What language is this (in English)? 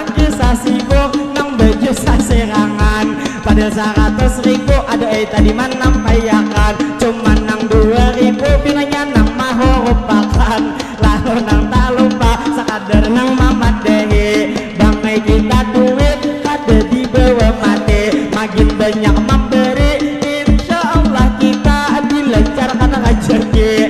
Banjar